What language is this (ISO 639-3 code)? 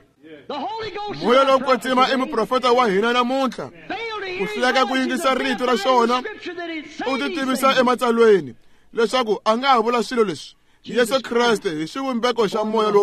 tso